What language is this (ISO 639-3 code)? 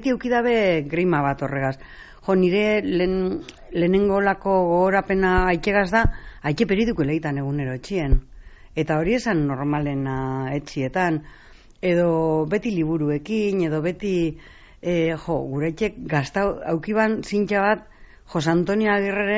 eus